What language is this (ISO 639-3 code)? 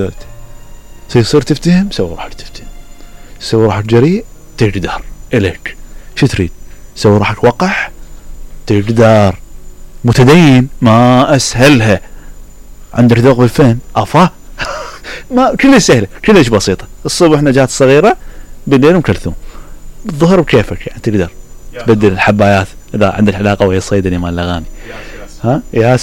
acm